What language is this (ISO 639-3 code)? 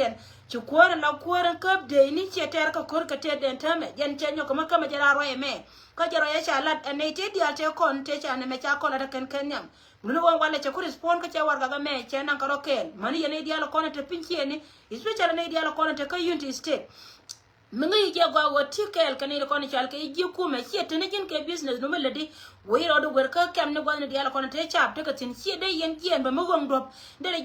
nus